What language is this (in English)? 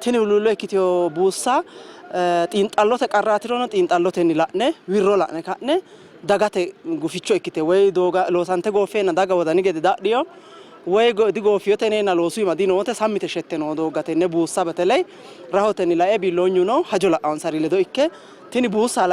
Sidamo